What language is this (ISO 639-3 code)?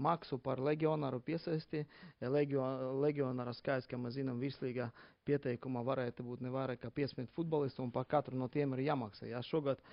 lav